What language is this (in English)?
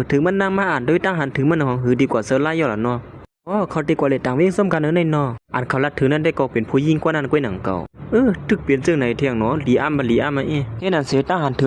Shan